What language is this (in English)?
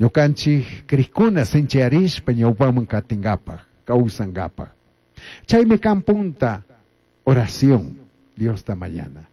Chimborazo Highland Quichua